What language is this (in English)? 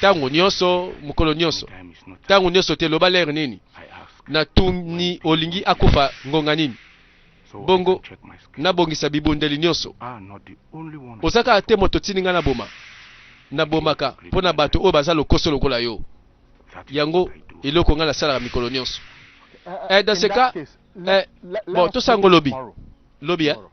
Lingala